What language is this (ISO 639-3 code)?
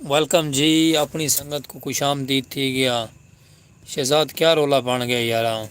skr